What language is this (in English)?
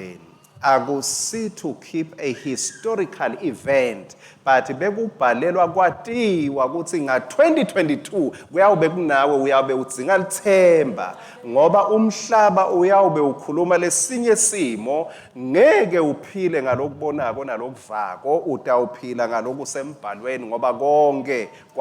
Swati